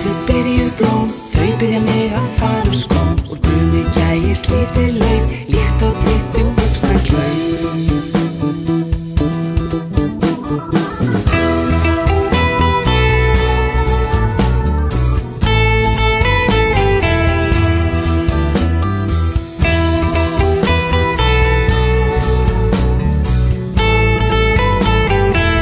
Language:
Icelandic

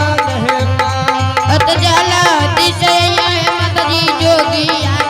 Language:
Angika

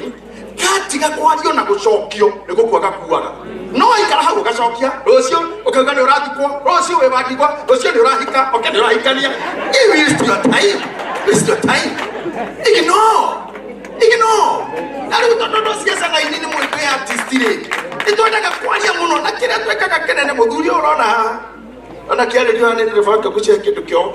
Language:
Kikuyu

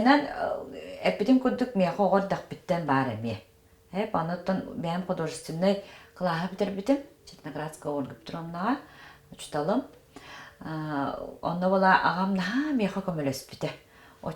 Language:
Yakut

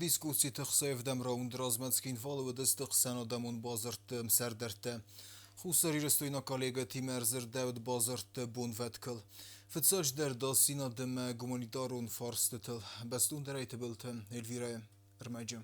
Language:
Ossetic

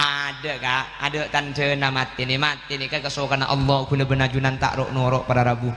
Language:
Madurese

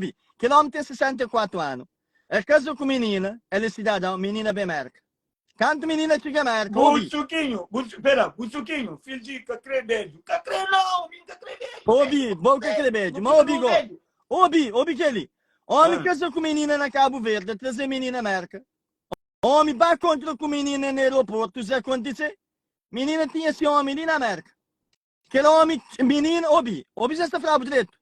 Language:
Kabuverdianu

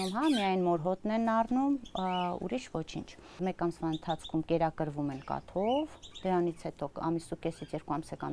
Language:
Armenian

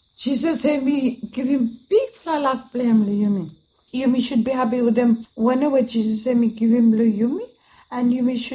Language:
Bislama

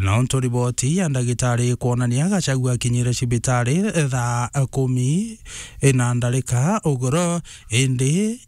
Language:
Meru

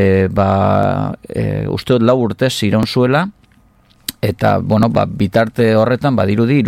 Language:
Basque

